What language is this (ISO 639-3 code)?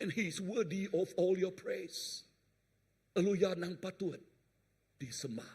iba